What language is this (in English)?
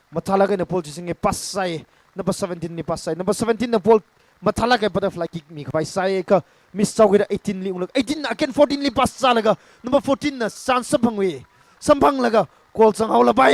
Tangkhul Naga (India)